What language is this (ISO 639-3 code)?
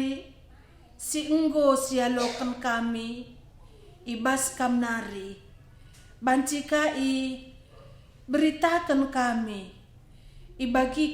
btx